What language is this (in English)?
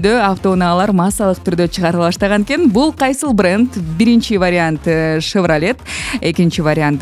Kyrgyz